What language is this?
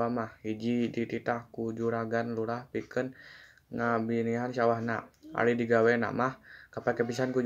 Sundanese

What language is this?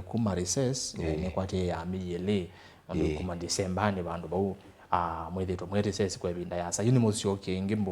Kamba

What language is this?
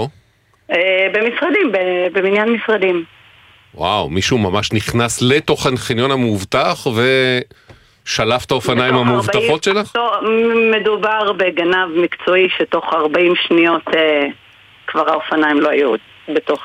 Hebrew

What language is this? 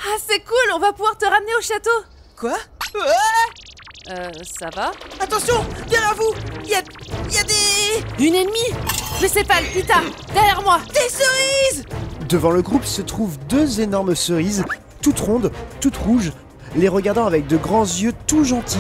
French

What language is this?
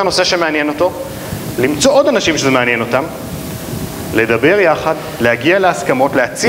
Hebrew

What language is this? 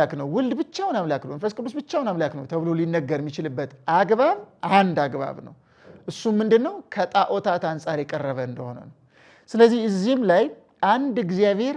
Amharic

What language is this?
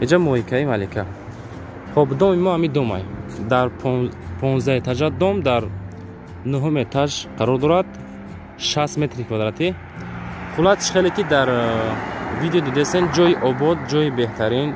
Tajik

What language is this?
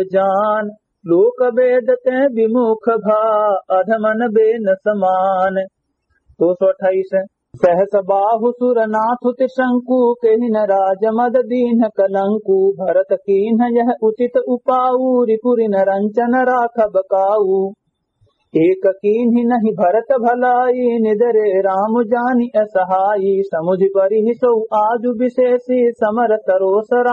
Awadhi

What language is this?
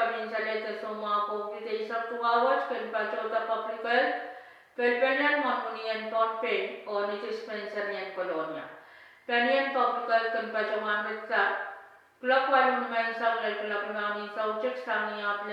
Pohnpeian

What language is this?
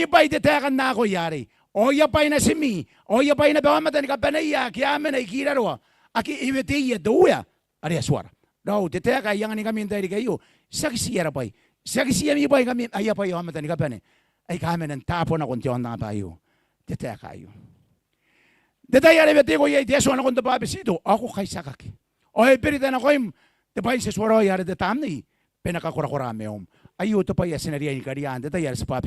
Gilbertese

